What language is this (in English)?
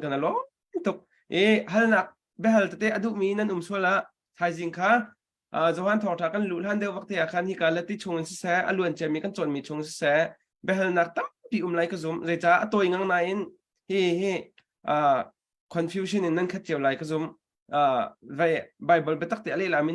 Hakha Chin